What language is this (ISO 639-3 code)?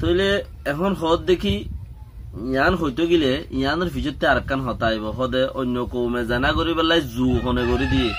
rhg